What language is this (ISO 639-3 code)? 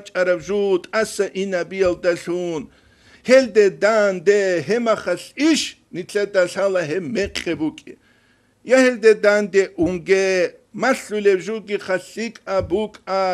ava